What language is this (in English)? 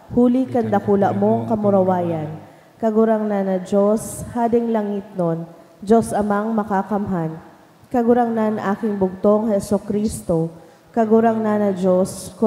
Bikol